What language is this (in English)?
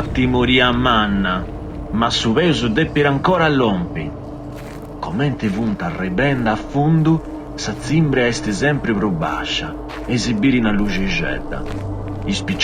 Sardinian